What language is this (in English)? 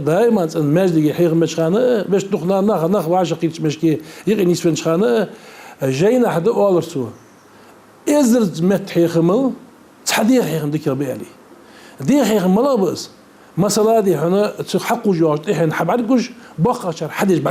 Ingush